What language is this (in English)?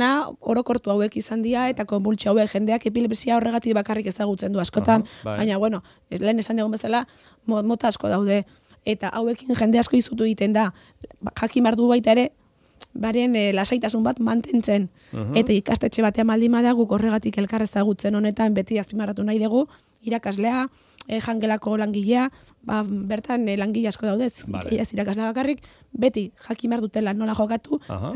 Basque